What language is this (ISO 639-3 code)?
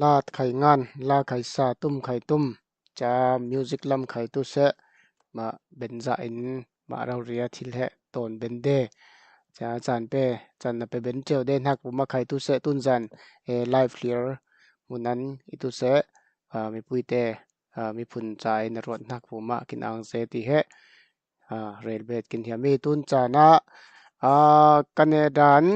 cfm